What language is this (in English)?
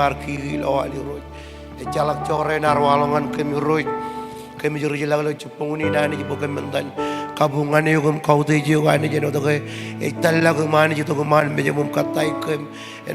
Marshallese